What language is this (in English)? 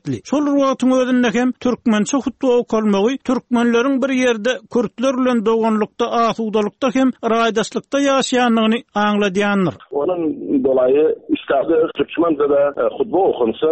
Turkmen